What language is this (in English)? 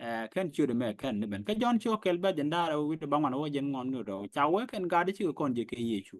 Nuer